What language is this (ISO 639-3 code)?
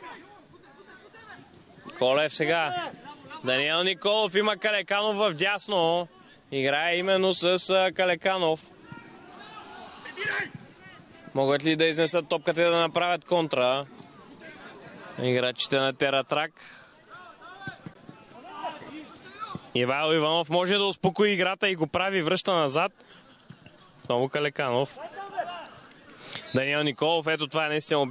bul